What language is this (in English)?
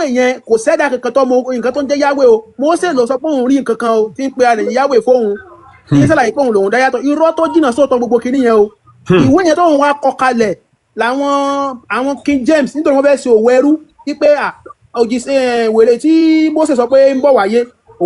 Yoruba